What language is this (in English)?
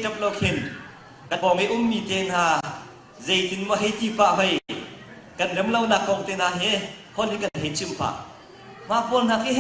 Hakha Chin